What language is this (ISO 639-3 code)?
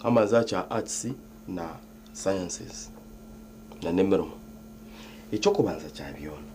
nyn